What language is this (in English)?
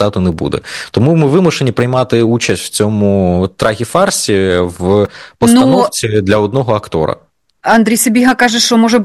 Ukrainian